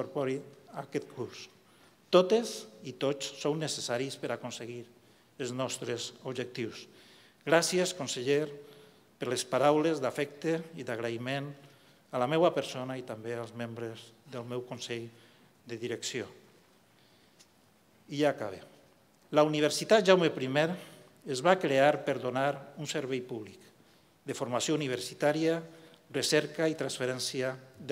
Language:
Catalan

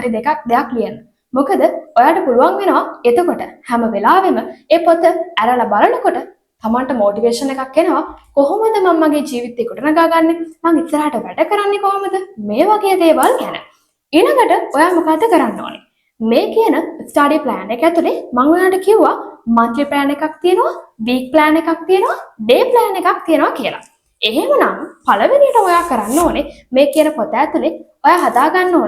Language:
Sinhala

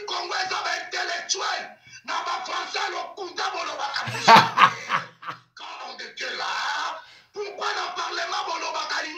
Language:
Lingala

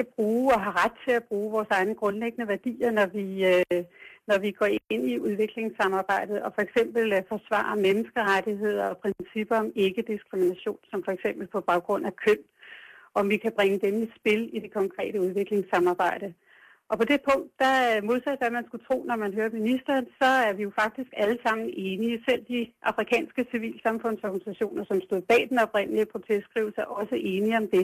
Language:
Danish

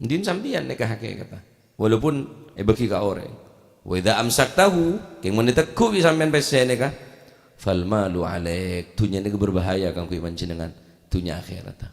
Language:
Madurese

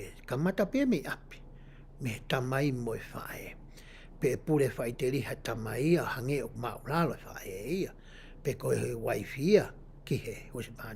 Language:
Tongan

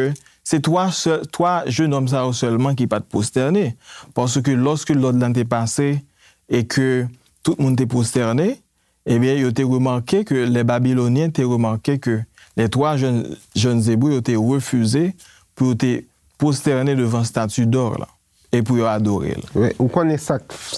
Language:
Haitian Creole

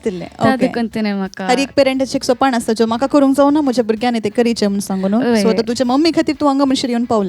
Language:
Konkani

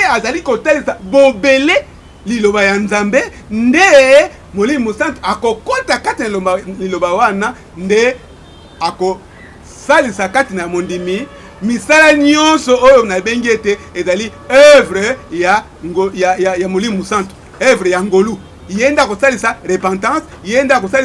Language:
Lingala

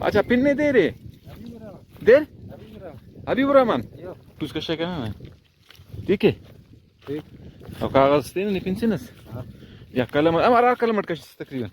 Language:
Brahui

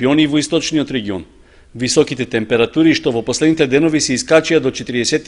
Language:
Macedonian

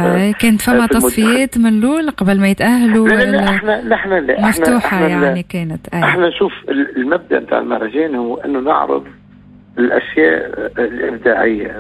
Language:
Tunisian Arabic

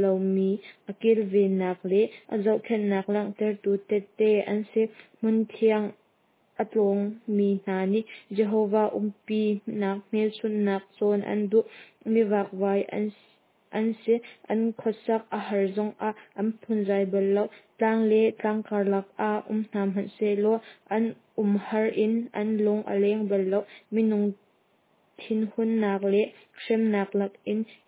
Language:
Hakha Chin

